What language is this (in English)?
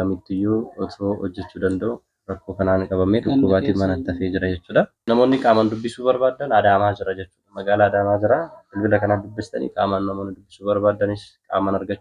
Oromo